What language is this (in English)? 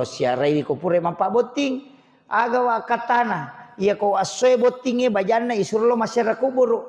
Buginese